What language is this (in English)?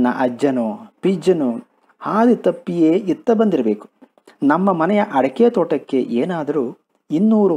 Kannada